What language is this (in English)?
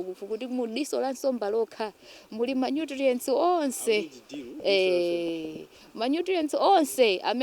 Nyanja